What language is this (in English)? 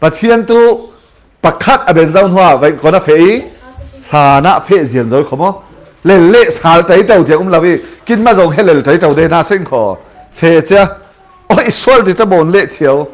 Falam Chin